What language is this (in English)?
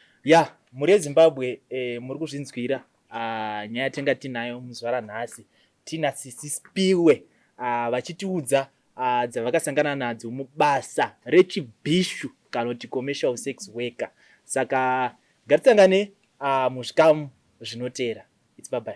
Shona